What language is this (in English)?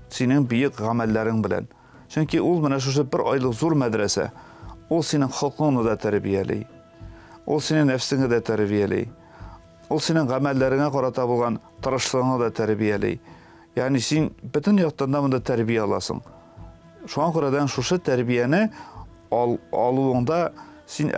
Tatar